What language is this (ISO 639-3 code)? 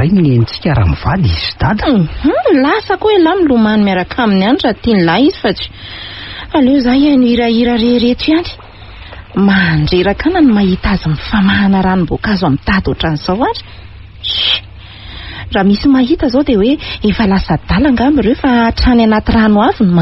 mlg